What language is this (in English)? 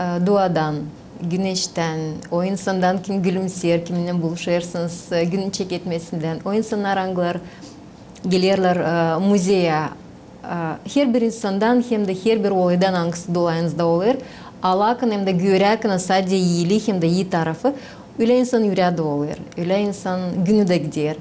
Gagauz